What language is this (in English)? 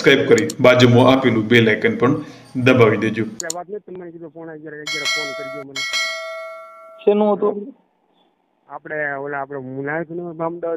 Gujarati